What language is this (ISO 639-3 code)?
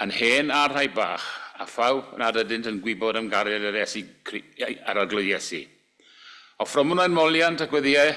cym